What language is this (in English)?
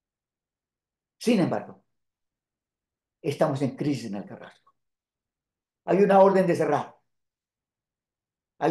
Spanish